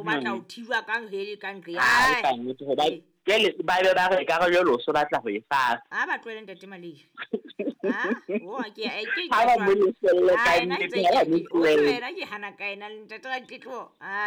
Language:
Southern Sotho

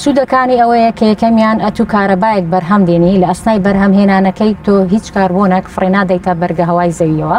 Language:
Central Kurdish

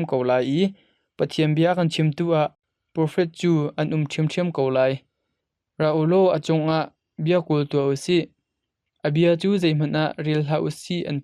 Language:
Hakha Chin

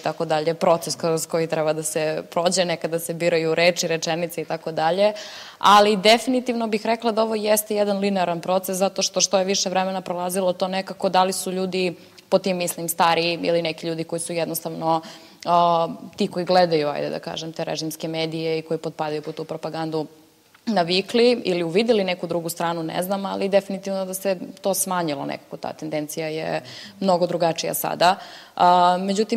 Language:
Serbian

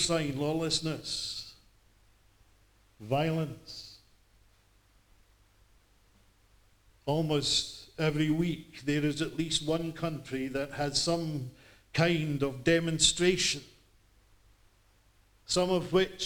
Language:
English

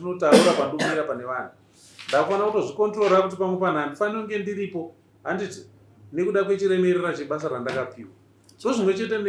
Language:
Shona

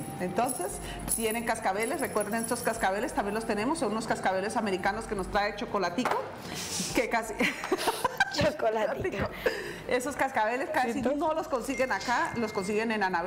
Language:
Spanish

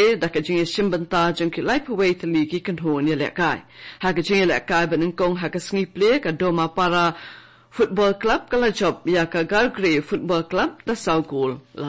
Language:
Khasi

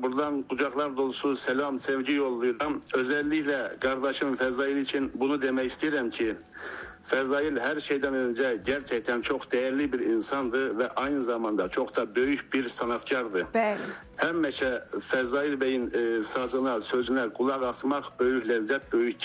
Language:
Azerbaijani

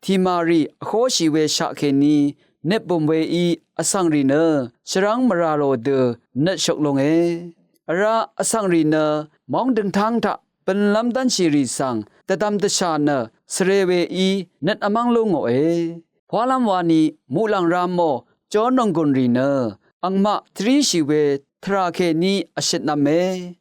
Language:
Rawang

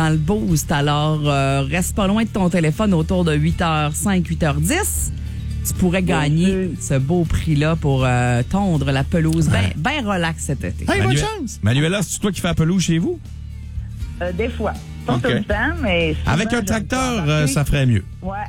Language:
French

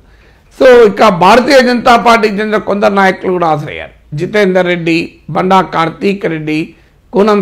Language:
Telugu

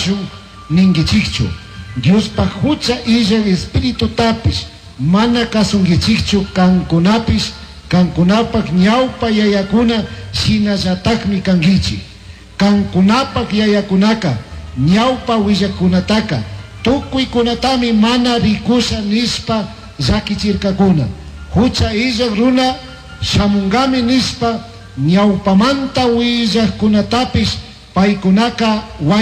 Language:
Chimborazo Highland Quichua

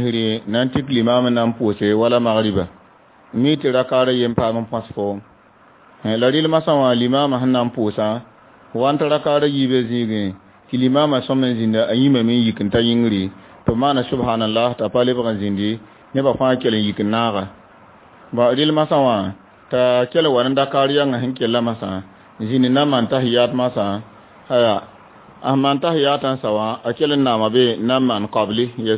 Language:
Mossi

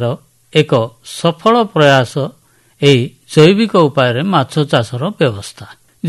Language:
Odia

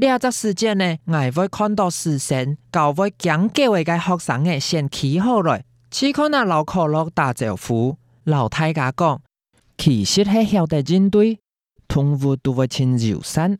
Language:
Hakka Chinese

